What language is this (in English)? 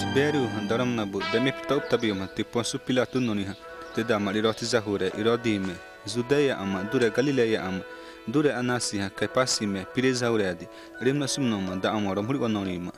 Xavánte